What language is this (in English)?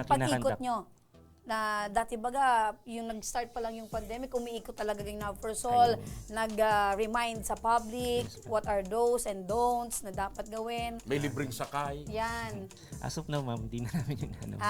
Bikol